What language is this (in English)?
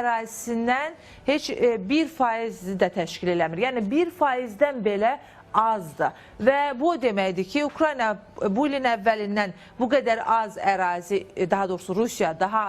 Azerbaijani